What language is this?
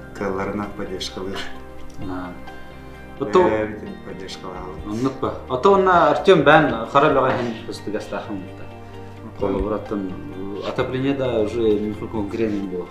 Yakut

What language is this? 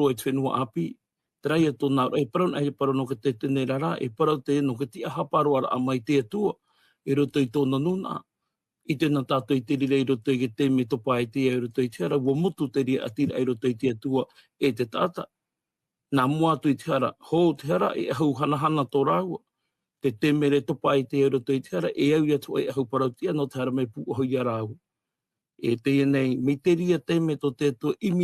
Tahitian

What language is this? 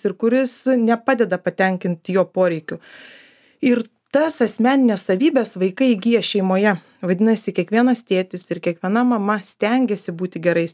Lithuanian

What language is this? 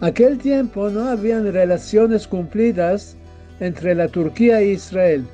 Ladino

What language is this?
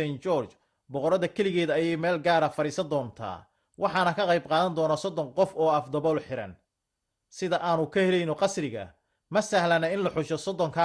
Somali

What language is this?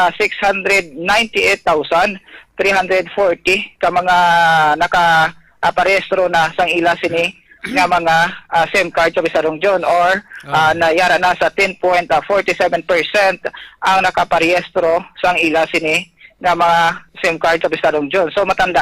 Hiligaynon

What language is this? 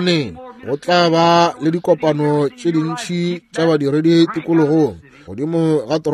Northern Sotho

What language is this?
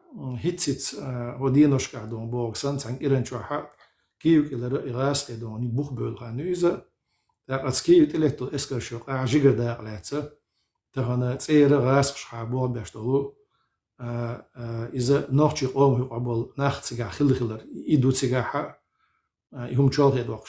Chechen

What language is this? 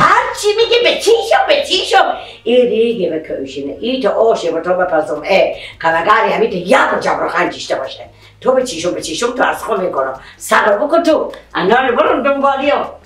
Persian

